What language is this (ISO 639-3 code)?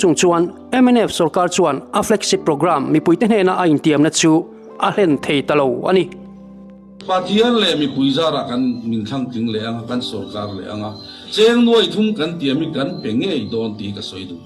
lus